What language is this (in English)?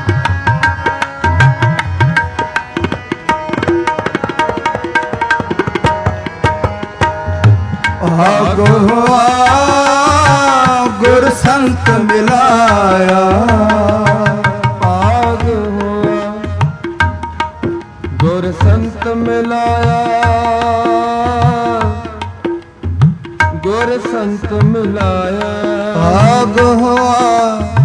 Punjabi